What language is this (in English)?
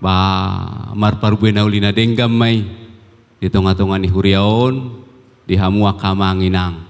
Batak Toba